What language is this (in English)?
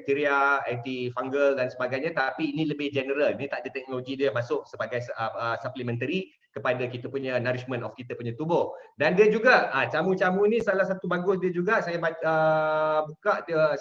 Malay